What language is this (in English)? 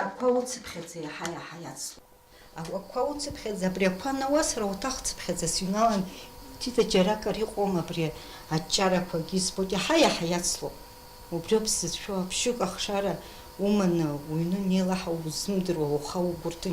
Abkhazian